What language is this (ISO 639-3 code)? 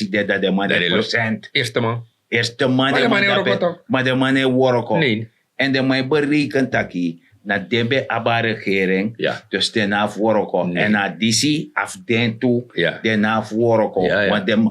srn